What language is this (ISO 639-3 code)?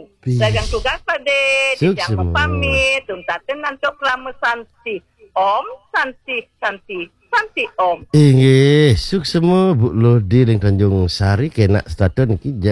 ban